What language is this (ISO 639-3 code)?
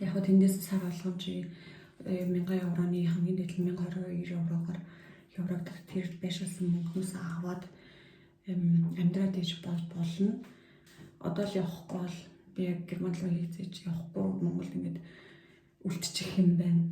mon